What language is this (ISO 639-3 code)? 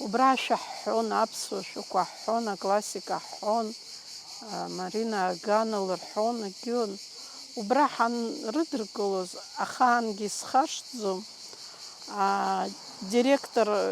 abk